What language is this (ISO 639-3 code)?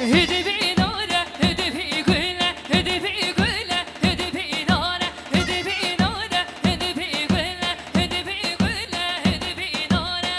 kur